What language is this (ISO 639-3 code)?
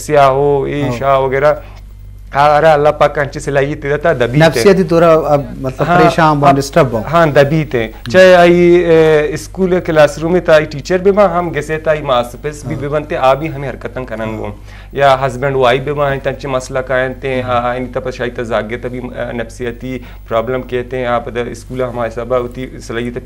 bgp